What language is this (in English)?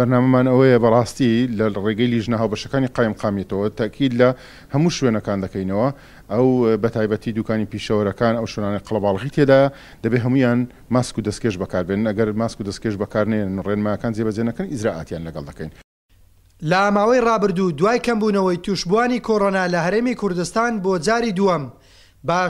Central Kurdish